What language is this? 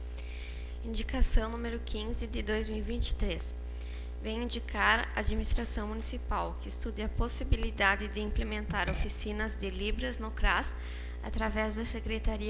Portuguese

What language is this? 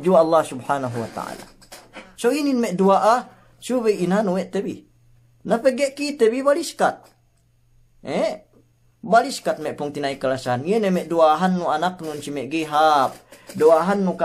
Yakan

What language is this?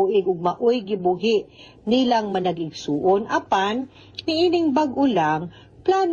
Cebuano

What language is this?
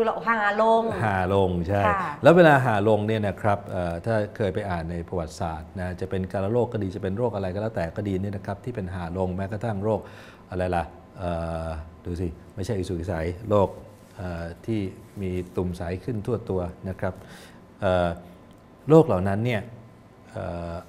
Thai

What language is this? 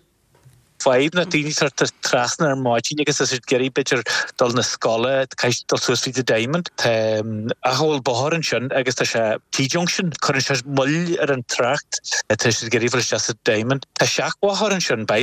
Irish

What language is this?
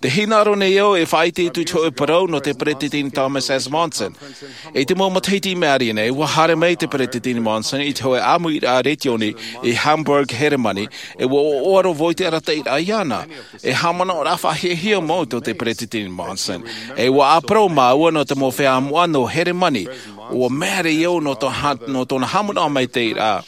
Tahitian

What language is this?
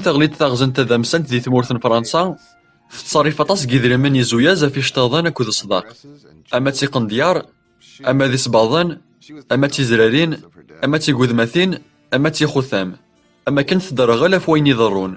Kabyle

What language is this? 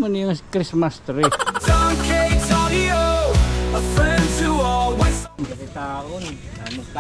Waray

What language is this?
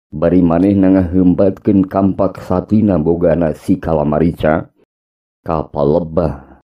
Sundanese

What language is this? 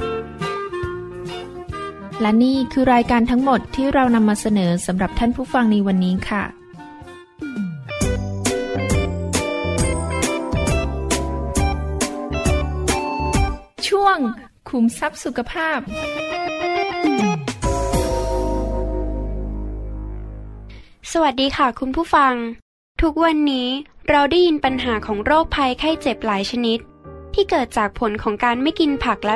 Thai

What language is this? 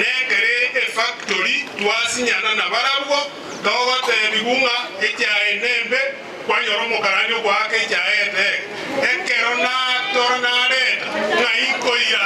Gusii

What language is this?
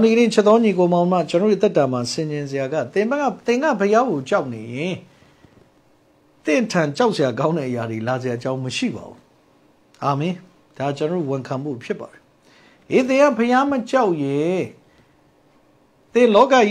Burmese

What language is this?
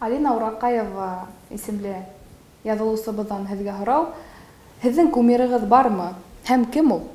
Bashkir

